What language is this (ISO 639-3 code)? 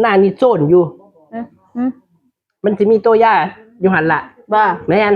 tts